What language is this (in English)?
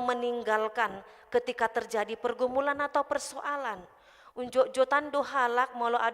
Batak Toba